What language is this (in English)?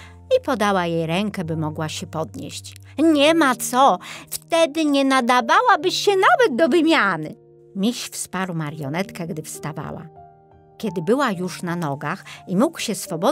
Polish